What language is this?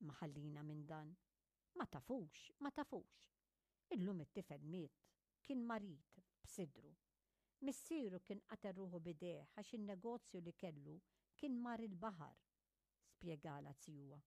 Maltese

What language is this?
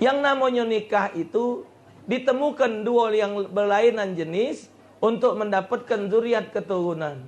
Musi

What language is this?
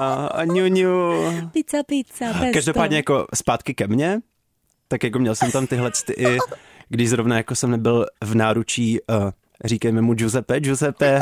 Czech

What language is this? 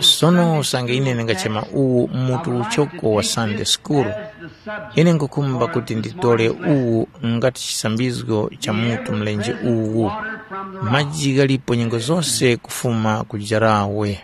Tumbuka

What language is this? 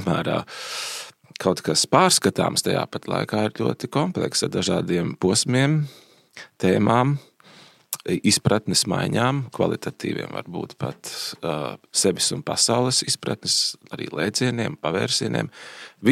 Latvian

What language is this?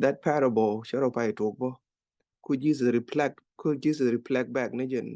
Nuer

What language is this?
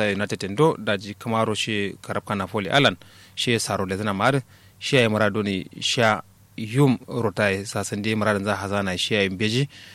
Kanuri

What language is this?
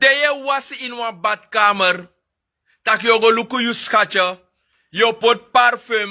Sranan Tongo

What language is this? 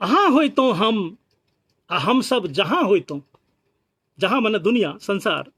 Maithili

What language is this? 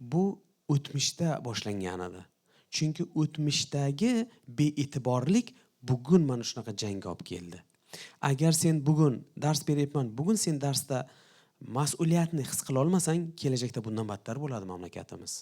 Uzbek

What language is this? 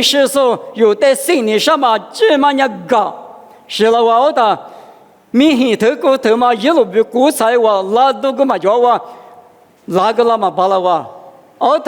Lisu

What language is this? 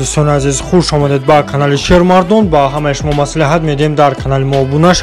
Tajik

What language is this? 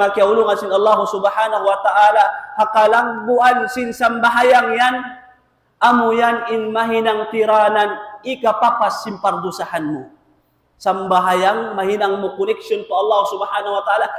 Tausug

